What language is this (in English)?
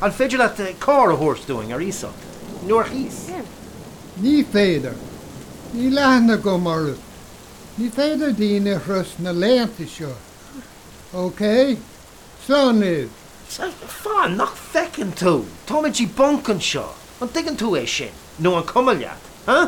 Irish